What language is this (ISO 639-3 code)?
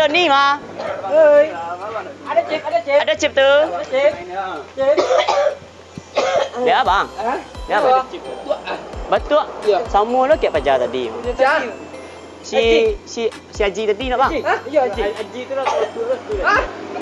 min